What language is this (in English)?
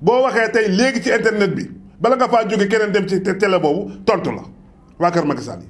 Wolof